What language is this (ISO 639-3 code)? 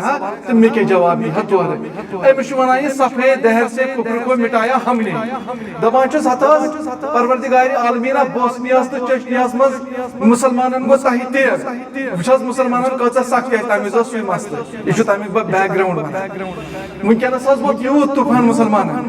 kas